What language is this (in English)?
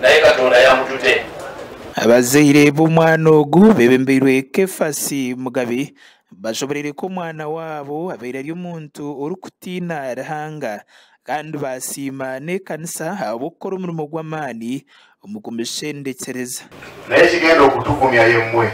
Nyankole